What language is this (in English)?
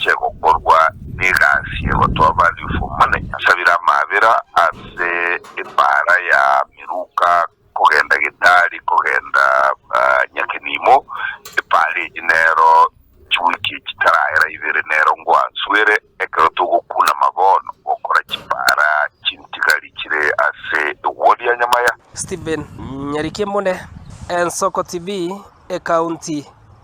Gusii